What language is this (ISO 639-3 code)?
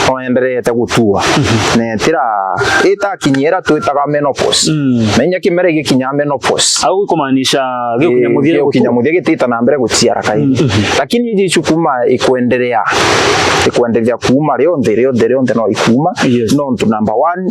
mer